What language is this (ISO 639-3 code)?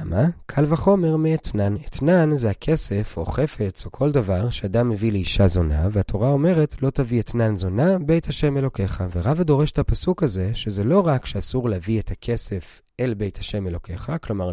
heb